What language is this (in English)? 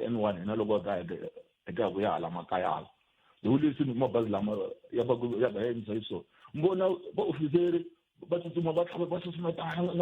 Tsonga